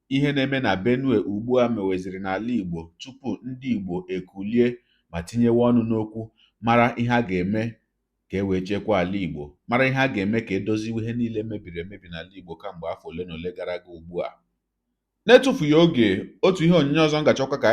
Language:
Igbo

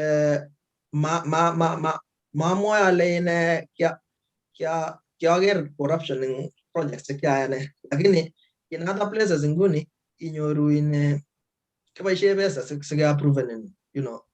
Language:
Kalenjin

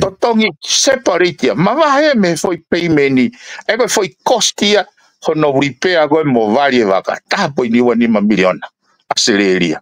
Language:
Tongan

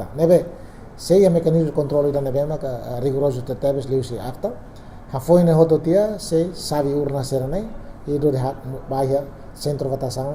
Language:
Tetum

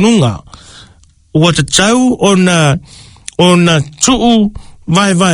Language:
Samoan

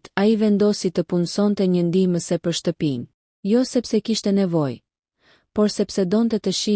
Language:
Albanian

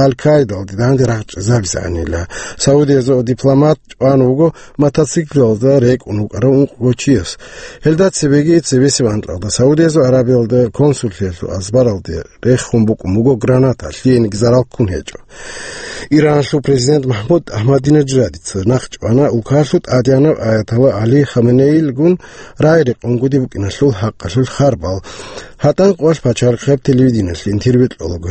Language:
Avaric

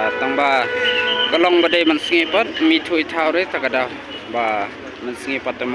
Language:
Khasi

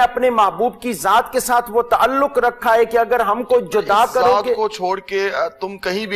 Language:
Urdu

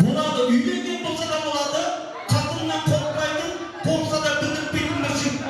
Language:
Kara-Kalpak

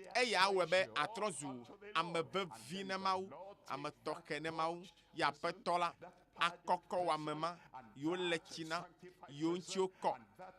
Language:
Ewe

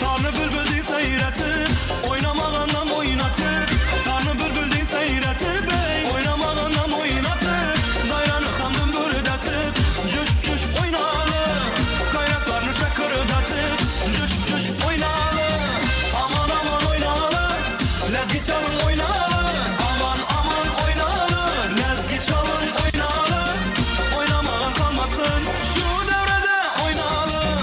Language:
Turkmen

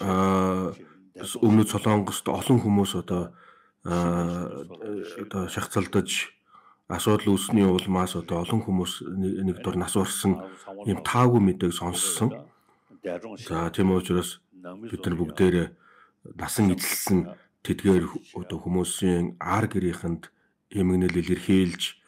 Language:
Mongolian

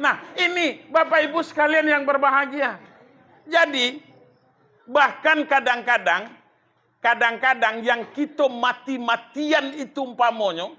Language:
Minangkabau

